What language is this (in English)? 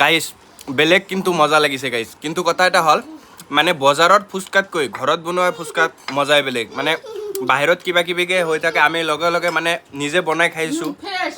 Assamese